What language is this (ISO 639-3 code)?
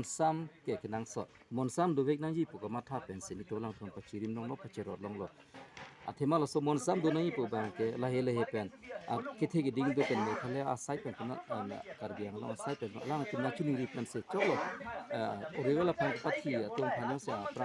mjw